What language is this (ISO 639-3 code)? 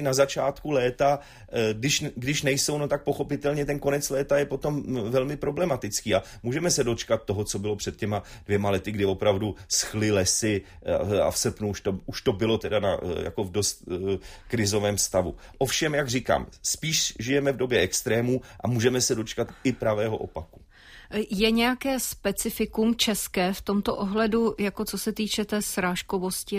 ces